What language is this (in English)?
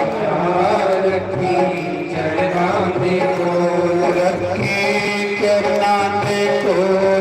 Dogri